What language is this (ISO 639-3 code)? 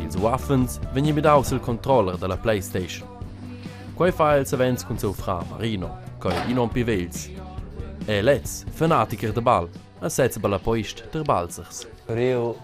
roh